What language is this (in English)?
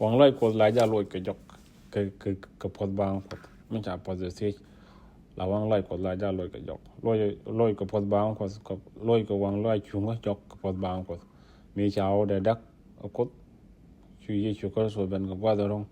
Nuer